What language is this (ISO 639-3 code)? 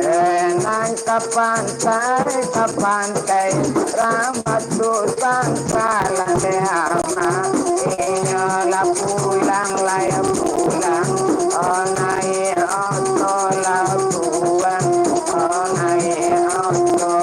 min